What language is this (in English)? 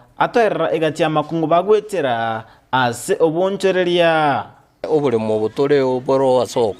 Gusii